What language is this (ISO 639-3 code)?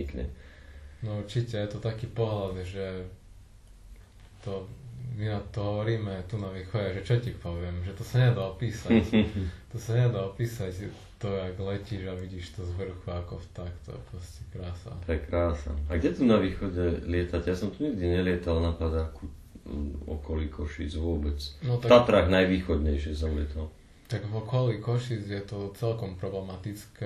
slk